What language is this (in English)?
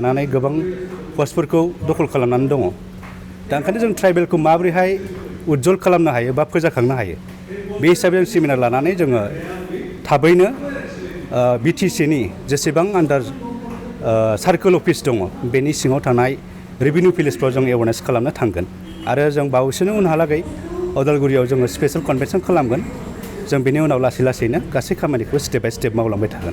Bodo